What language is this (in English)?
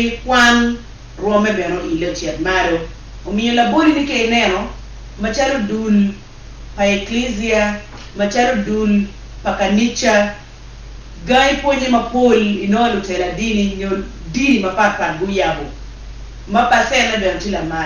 Acoli